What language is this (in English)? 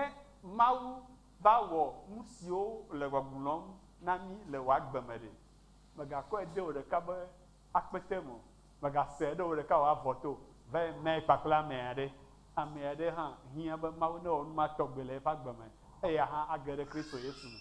Ewe